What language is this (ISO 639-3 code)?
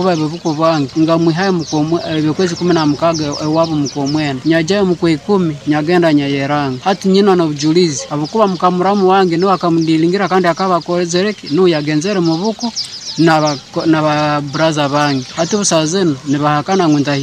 nyo